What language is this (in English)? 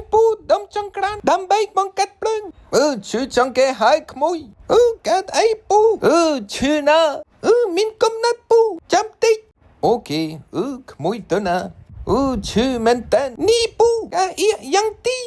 Khmer